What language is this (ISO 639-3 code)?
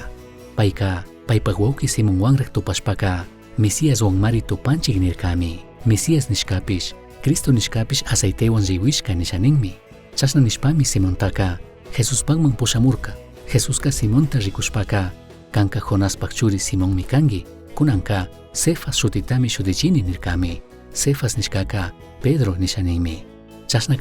qug